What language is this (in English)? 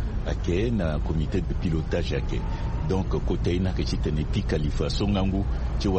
Sango